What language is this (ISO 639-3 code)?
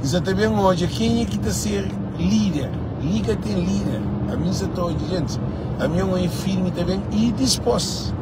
kea